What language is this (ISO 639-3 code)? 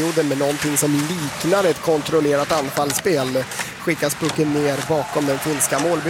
swe